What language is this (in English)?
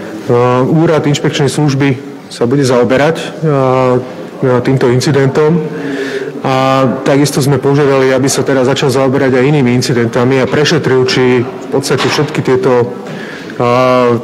Slovak